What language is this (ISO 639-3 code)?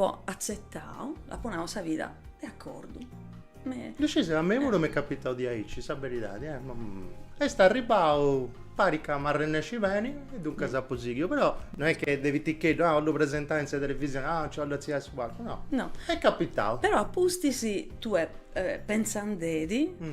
srd